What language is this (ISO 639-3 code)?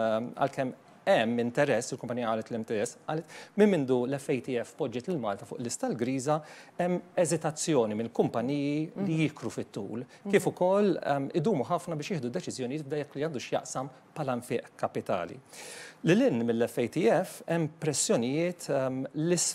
mlt